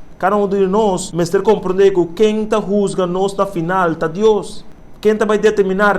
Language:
Papiamento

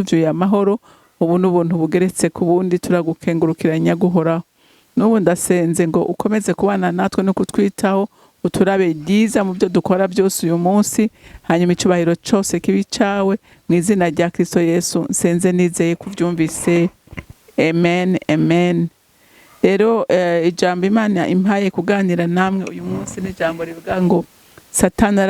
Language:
Rundi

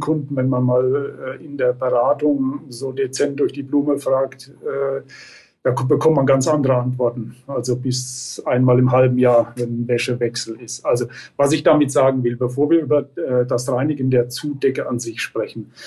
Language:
German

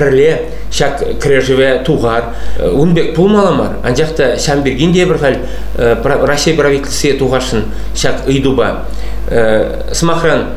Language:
Chuvash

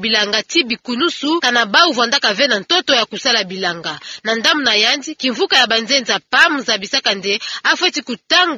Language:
Kituba (Democratic Republic of Congo)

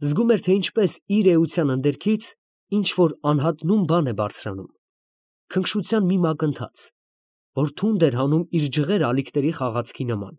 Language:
Armenian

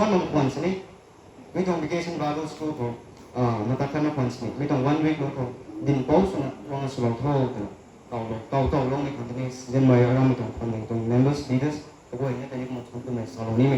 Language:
Rongmei Naga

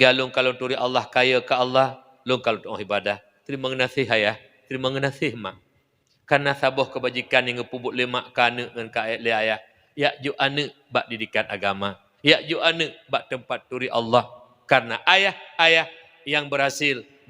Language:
Achinese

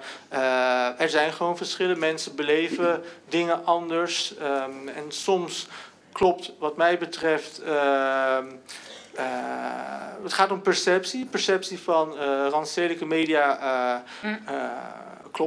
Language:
Dutch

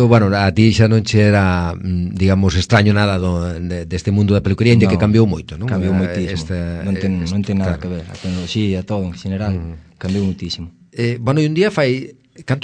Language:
Galician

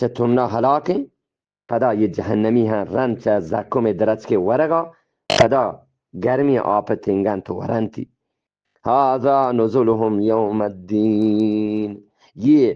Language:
Eastern Balochi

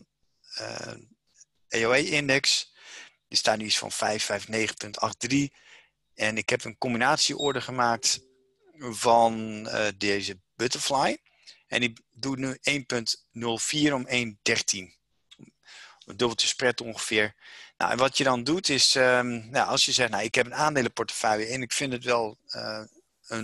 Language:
Dutch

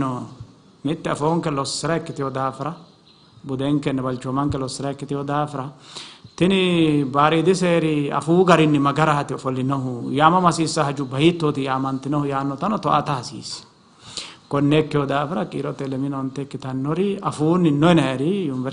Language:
Sidamo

